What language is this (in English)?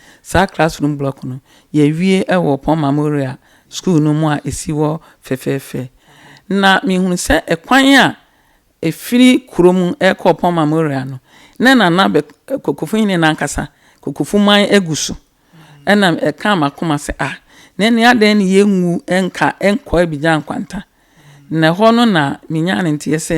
Akan